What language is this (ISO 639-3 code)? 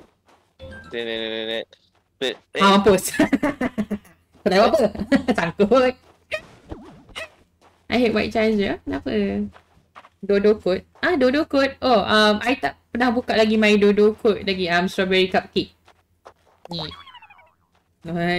msa